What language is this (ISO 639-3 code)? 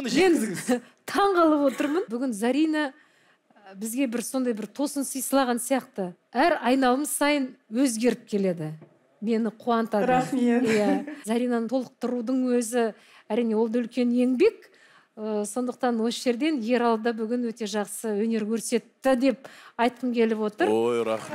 kaz